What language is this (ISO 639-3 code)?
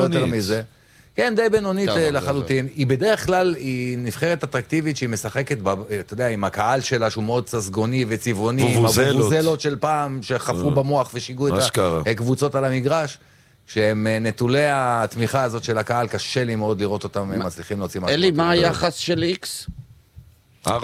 heb